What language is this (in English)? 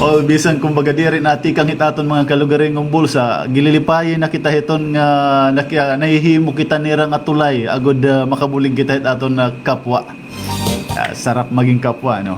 Waray